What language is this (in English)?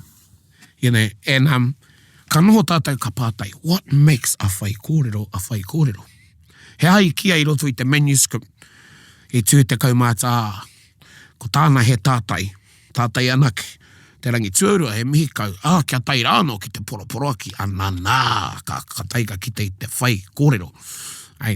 Māori